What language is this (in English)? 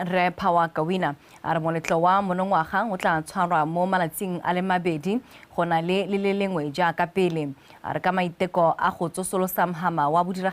Tswana